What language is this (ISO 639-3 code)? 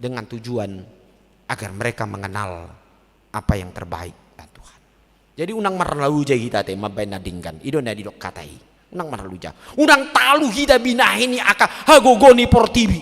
bbc